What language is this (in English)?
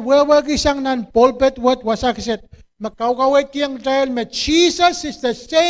Pohnpeian